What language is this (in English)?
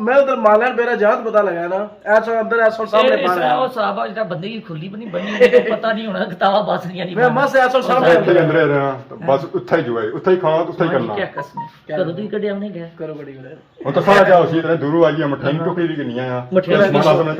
Pahari-Potwari